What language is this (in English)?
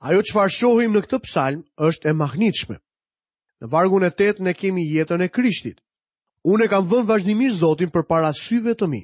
Albanian